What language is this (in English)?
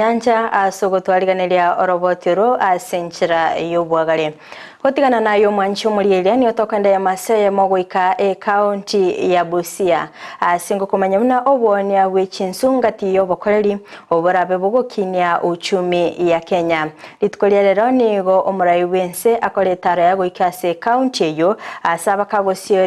Gusii